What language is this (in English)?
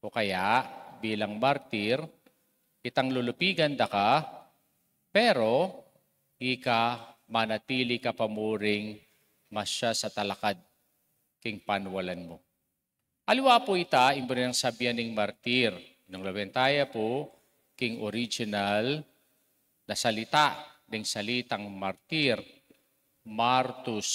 Pampanga